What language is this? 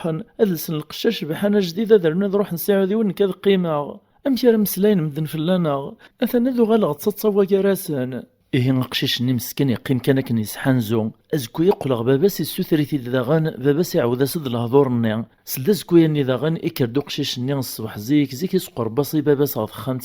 Kabyle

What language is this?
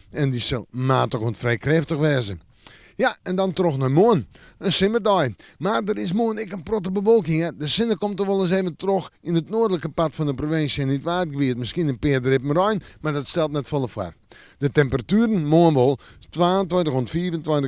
Western Frisian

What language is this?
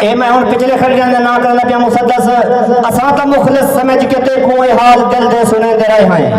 Saraiki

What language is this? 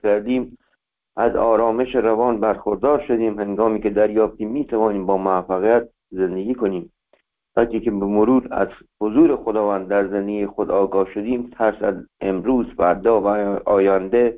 Persian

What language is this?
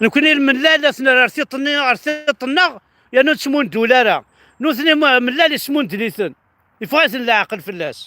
Kabyle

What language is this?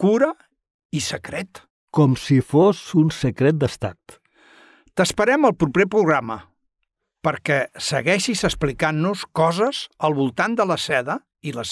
Catalan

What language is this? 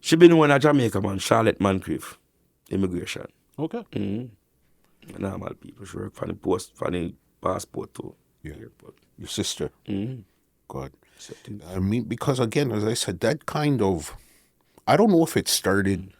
Jamaican Creole English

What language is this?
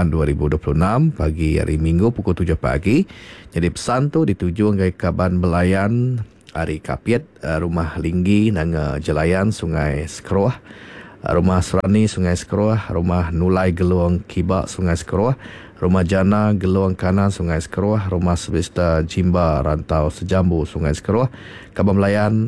Iban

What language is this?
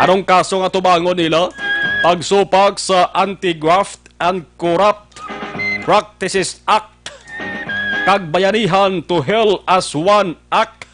Hiligaynon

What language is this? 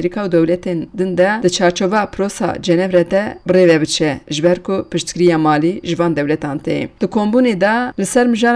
Kurdish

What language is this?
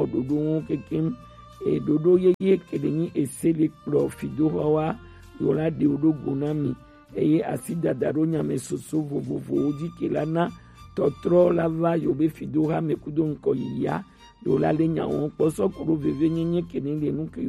Gen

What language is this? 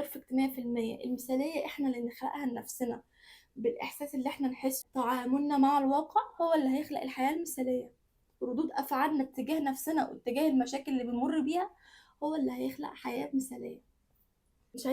Egyptian Arabic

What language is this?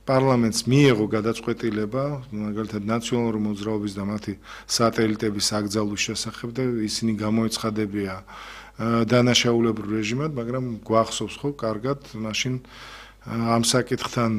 Georgian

